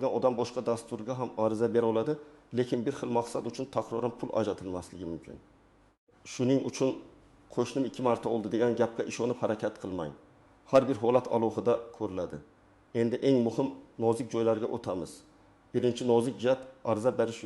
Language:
Uzbek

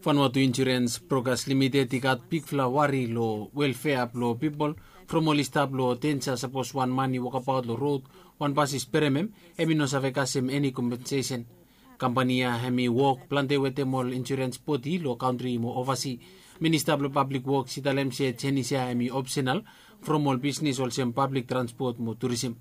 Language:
Bislama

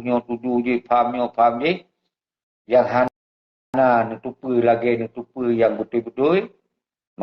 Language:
Achinese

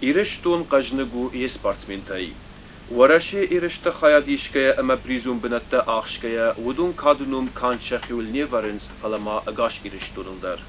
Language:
Ossetic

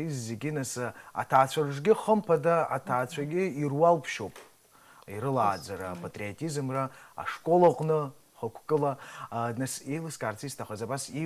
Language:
Abkhazian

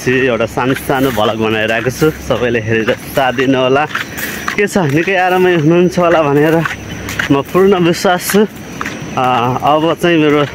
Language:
Nepali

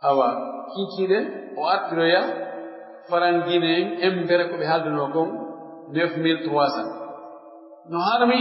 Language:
Pular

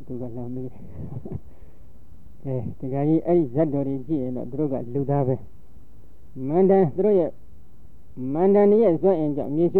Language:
Burmese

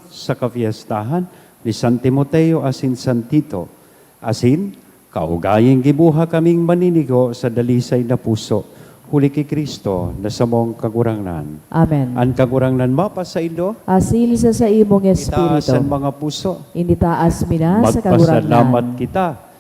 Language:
Bikol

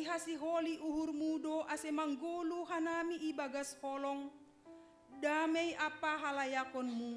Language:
Batak Simalungun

